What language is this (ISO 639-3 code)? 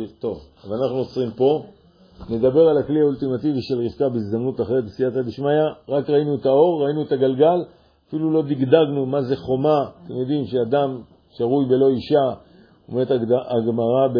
heb